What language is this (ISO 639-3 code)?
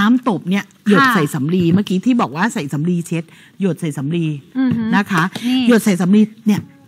tha